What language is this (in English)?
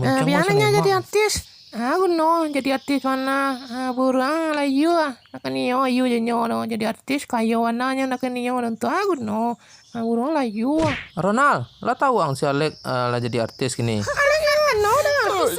Minangkabau